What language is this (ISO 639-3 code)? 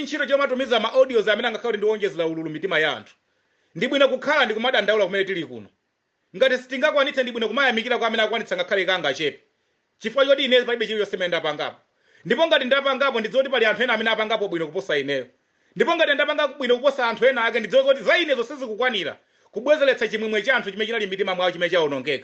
nya